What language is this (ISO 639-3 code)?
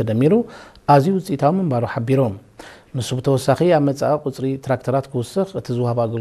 tir